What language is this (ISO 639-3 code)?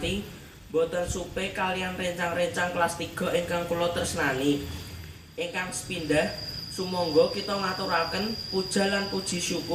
jav